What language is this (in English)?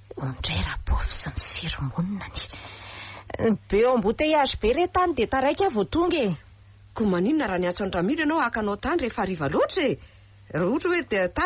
Malagasy